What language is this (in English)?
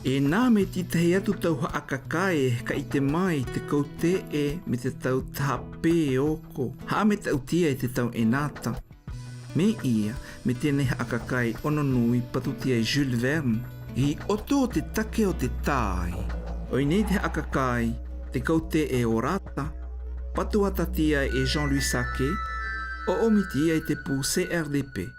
South Marquesan